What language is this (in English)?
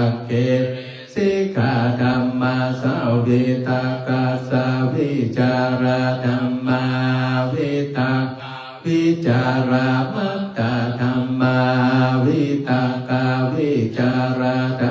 Pali